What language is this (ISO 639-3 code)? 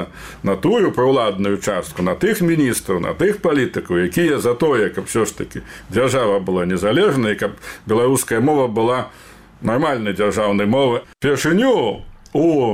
bel